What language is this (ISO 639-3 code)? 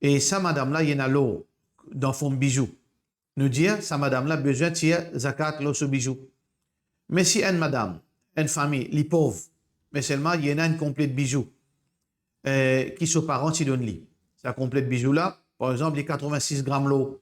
mfe